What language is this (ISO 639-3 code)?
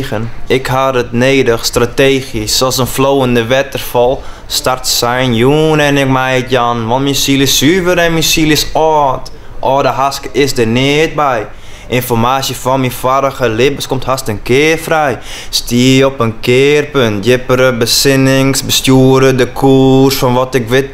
fry